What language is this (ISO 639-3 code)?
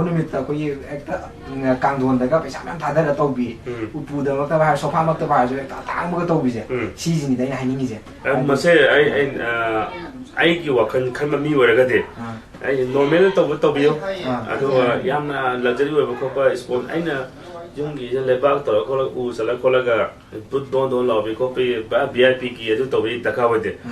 mni